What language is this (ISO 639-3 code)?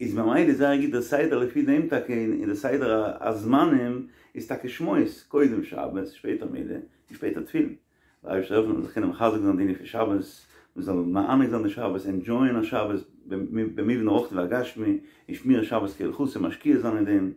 yid